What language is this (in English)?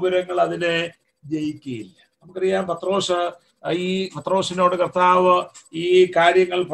Malayalam